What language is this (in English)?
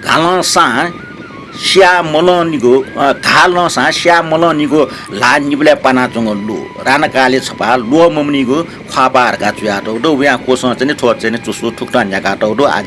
Newari